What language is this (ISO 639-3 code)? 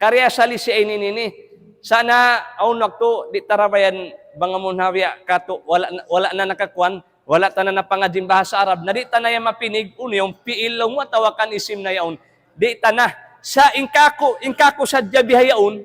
tsg